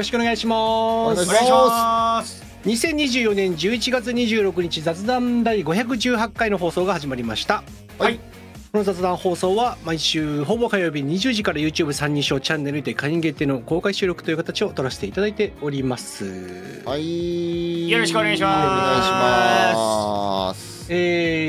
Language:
Japanese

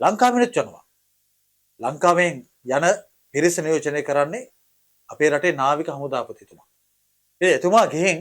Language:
Sinhala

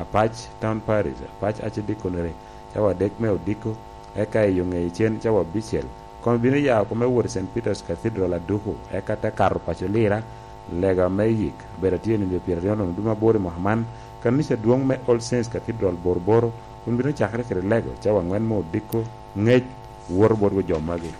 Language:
Lango (Uganda)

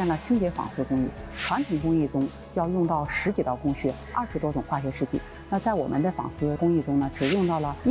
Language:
Chinese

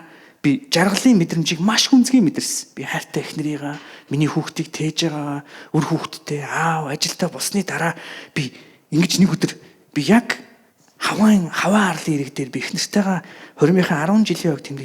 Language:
Mongolian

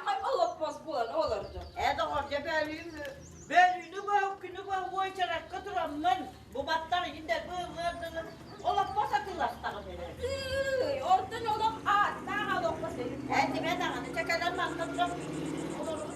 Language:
Yakut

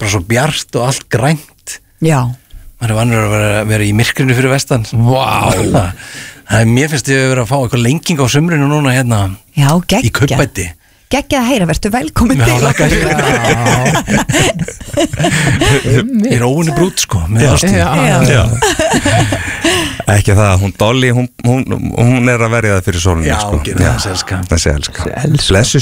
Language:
Icelandic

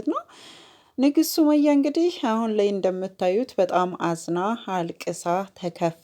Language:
Amharic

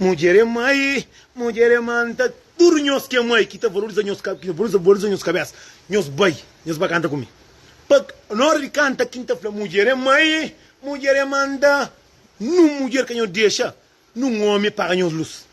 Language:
Kabuverdianu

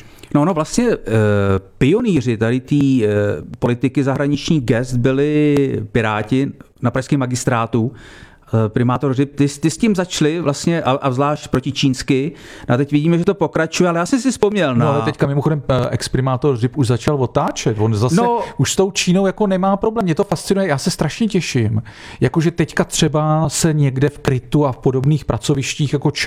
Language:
Czech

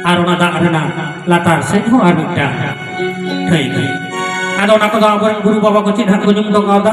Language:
Santali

